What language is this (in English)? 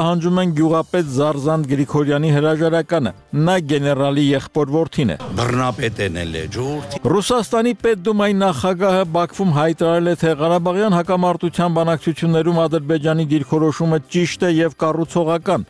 Armenian